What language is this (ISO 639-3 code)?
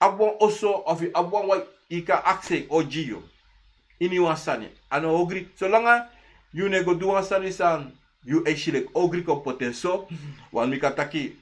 srn